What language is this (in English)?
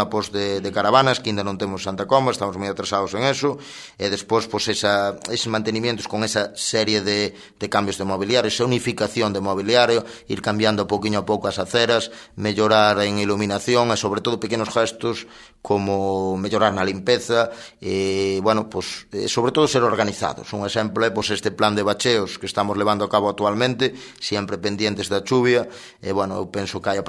Galician